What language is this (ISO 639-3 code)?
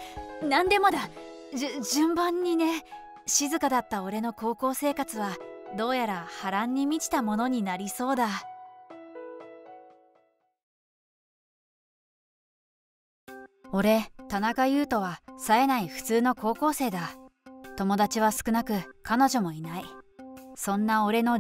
jpn